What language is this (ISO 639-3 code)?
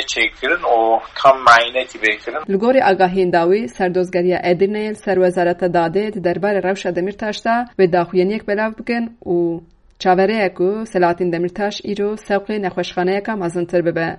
kur